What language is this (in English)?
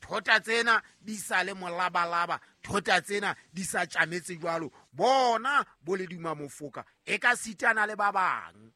Southern Sotho